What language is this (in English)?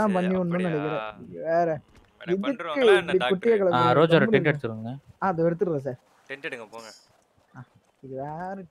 Tamil